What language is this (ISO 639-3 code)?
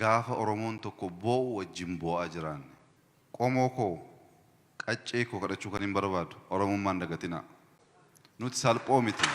orm